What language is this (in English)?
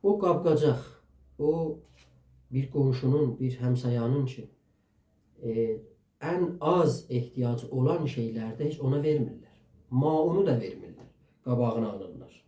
South Azerbaijani